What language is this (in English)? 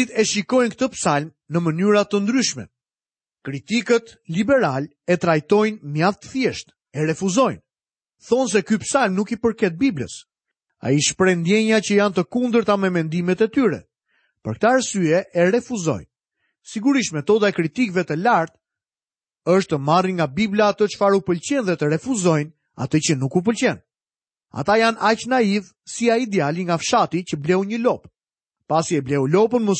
Albanian